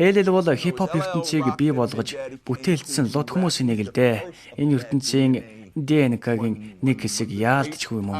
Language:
Mongolian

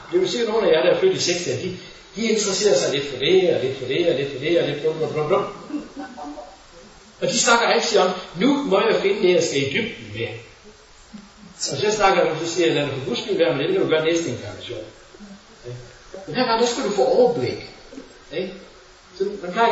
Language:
Danish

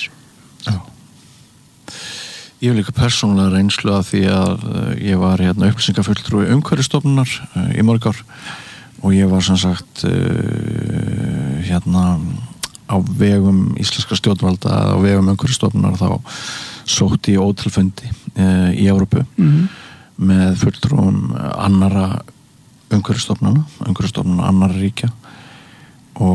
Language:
Icelandic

